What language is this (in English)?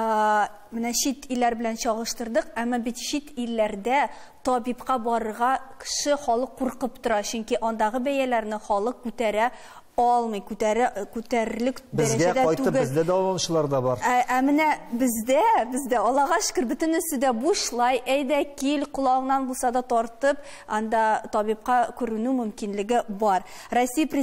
Tatar